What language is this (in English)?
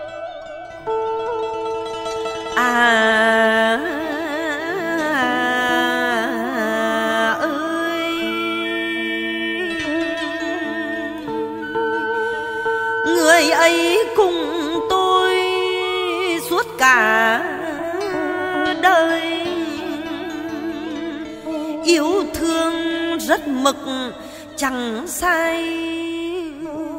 Vietnamese